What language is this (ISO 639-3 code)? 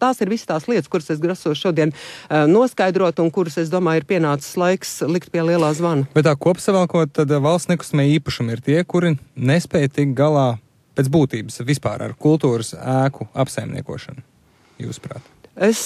lav